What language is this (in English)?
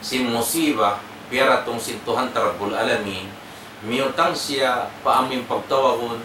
Tausug